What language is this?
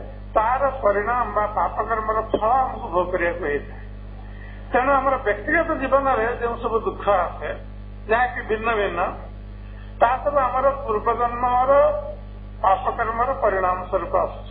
Odia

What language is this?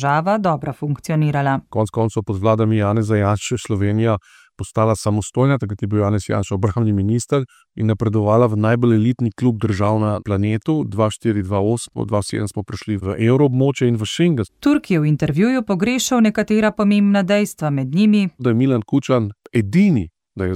Slovenian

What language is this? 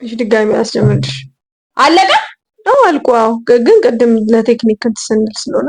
Amharic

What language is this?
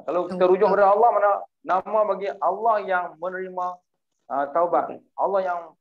Malay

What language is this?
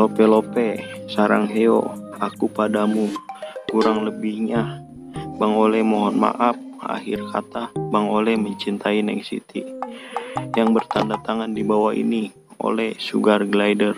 Betawi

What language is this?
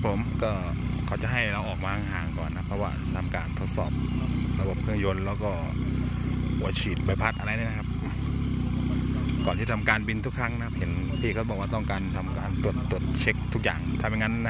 Thai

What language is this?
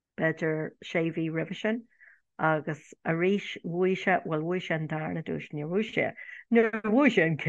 Irish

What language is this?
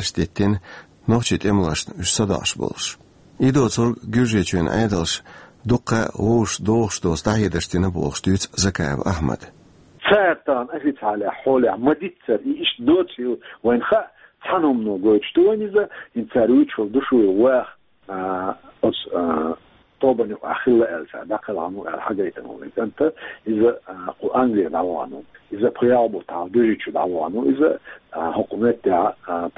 Chechen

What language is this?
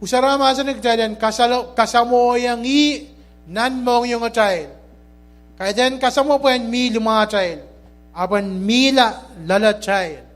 Pohnpeian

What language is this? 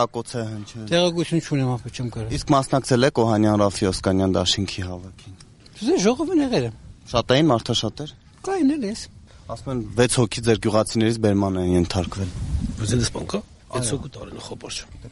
Armenian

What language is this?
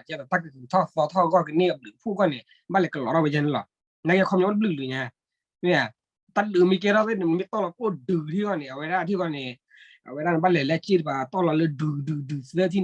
S'gaw Karen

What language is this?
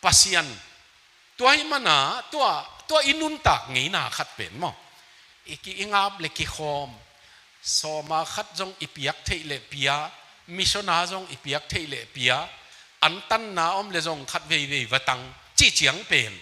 Tedim Chin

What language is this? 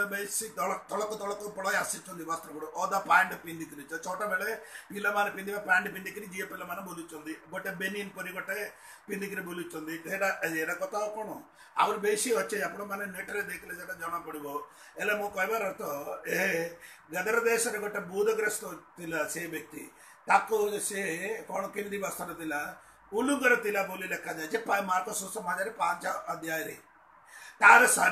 Odia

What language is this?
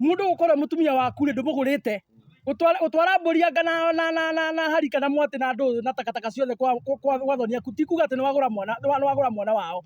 Kikuyu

